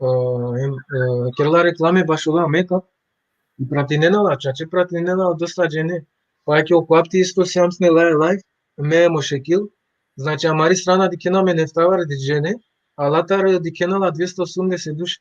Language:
Balkan Romani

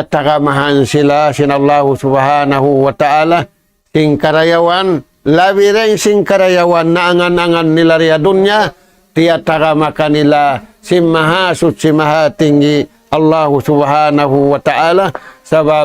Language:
Tausug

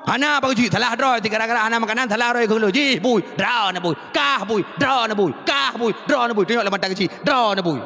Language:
Achinese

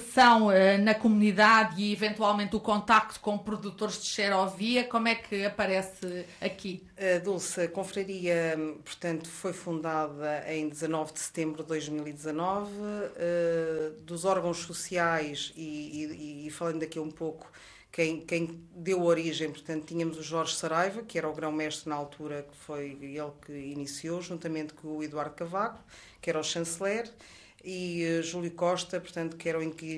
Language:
Portuguese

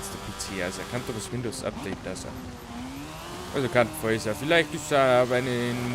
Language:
Bavarian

